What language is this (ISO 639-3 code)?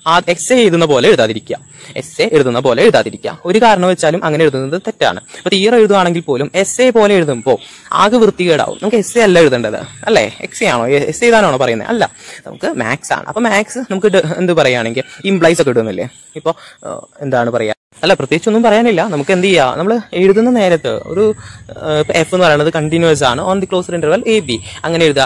mal